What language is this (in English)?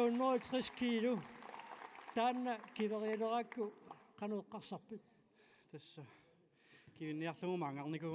Kalaallisut